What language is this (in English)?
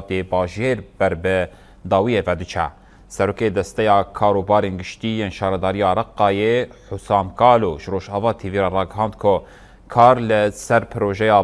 Kurdish